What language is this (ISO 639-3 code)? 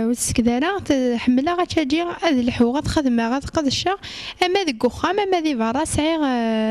kab